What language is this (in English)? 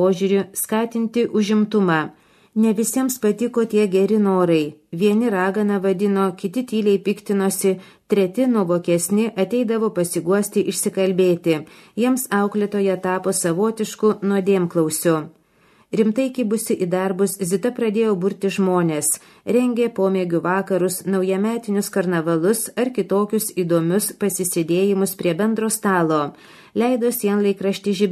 Lithuanian